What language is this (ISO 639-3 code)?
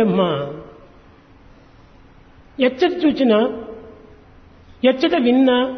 tel